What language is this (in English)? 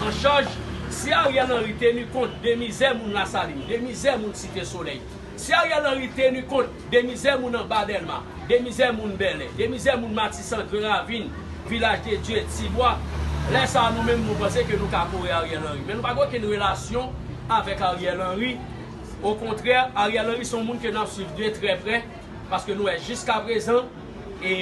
Haitian Creole